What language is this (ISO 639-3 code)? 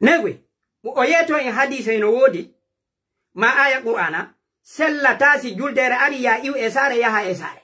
fuf